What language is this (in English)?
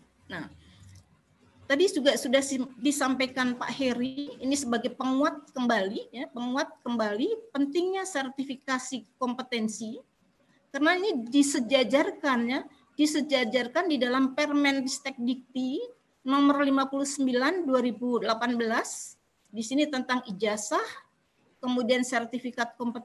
Indonesian